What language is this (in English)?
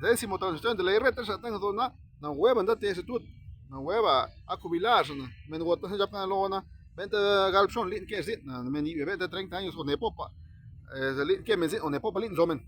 Zapotec